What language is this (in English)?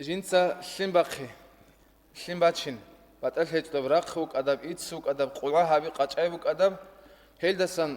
Avaric